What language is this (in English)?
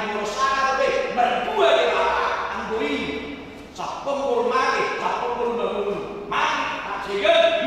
Batak Toba